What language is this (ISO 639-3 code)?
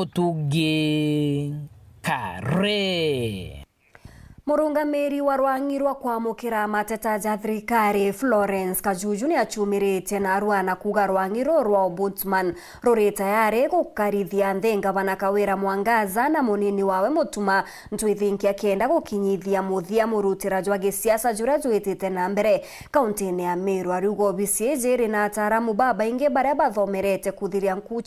mer